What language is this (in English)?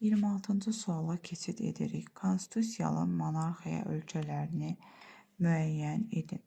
Azerbaijani